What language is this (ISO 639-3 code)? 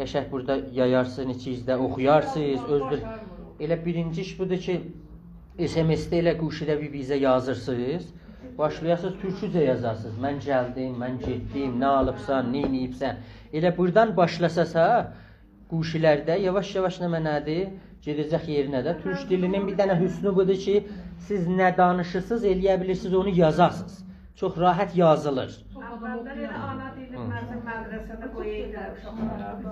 azb